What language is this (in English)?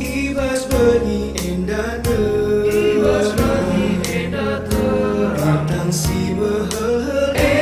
Batak Karo